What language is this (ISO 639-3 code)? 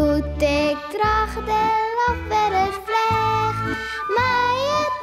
fry